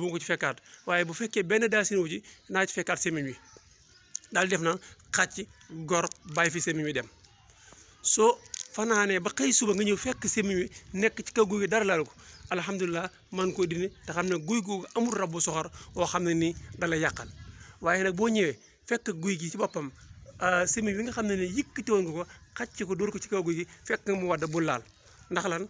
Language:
Wolof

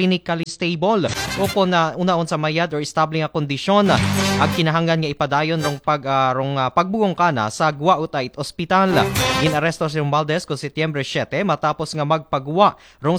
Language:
Aklanon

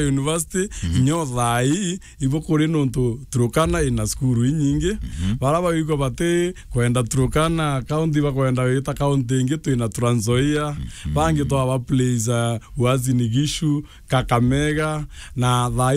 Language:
Meru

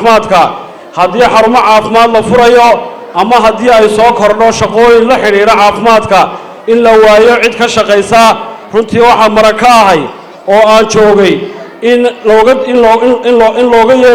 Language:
Somali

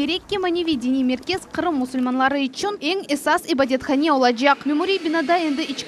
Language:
Crimean Tatar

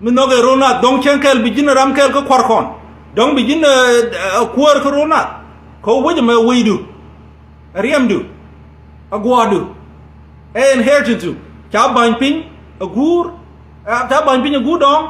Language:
Nuer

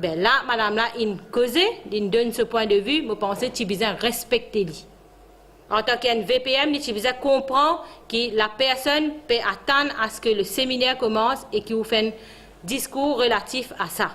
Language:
Morisyen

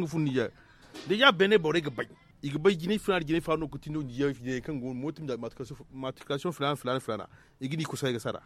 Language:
Zarma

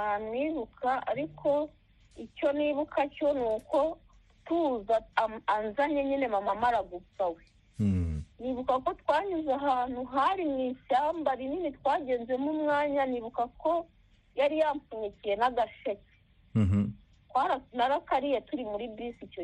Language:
Kinyarwanda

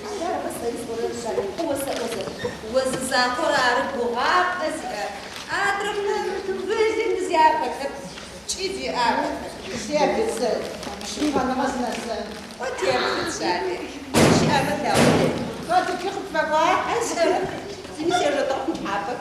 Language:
Adyghe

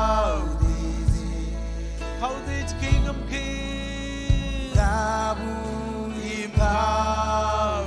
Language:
Marshallese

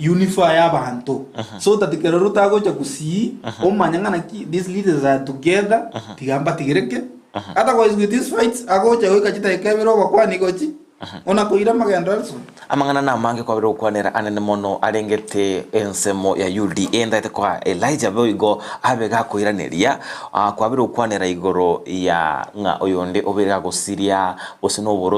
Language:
Gusii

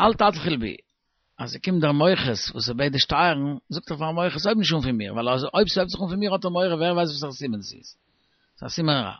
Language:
Yiddish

